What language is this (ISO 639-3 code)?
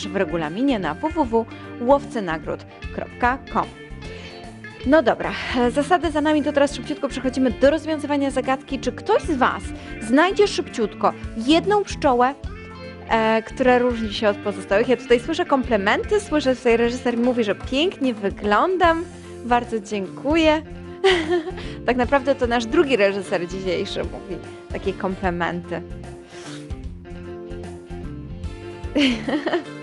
pol